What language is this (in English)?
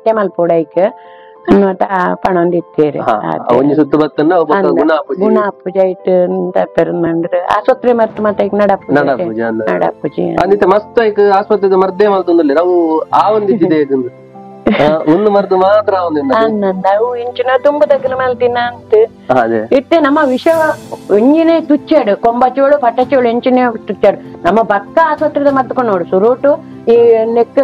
Tulu